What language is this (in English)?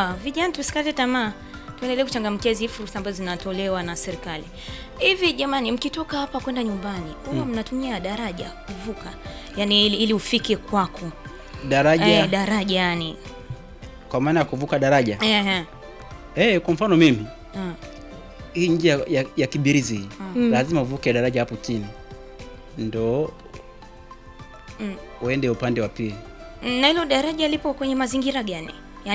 Swahili